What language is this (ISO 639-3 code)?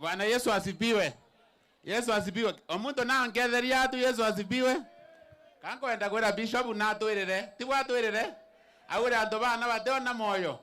mer